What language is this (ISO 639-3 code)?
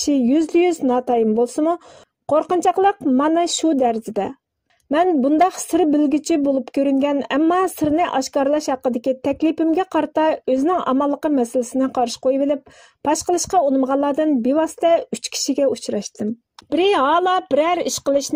uig